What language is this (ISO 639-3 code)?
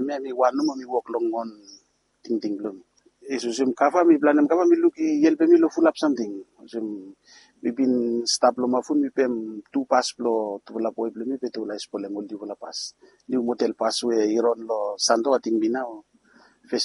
bis